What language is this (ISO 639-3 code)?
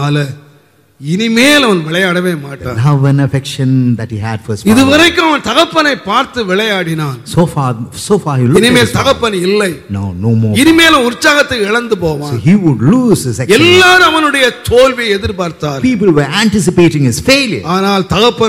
tam